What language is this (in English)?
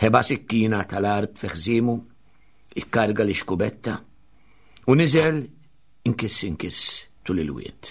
Maltese